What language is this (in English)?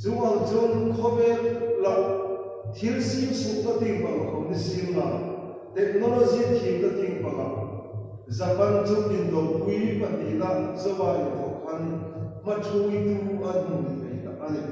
Hmar